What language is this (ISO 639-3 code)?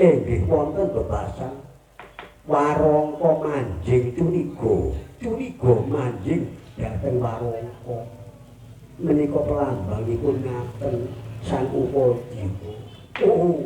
jav